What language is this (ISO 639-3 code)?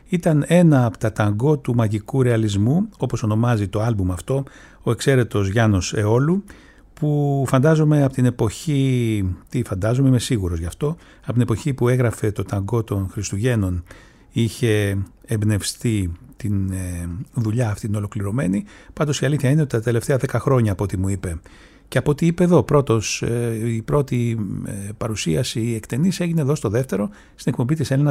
ell